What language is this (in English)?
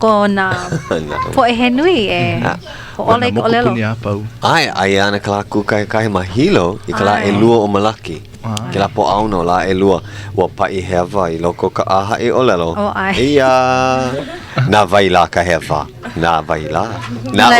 Hawaiian